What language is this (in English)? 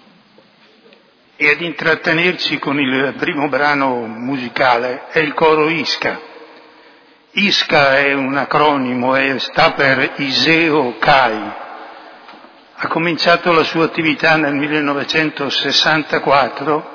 Italian